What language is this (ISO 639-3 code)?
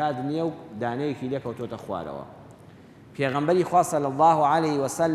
ckb